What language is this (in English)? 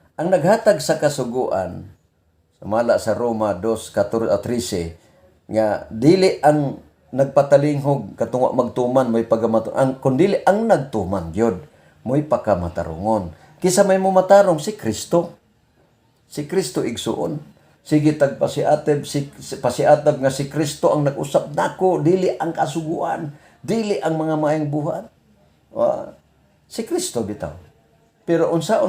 Cebuano